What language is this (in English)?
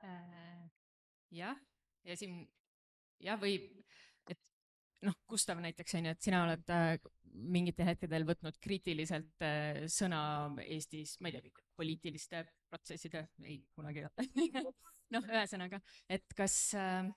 Estonian